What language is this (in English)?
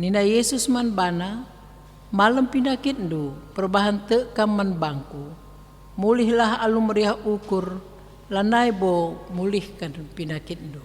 Batak Karo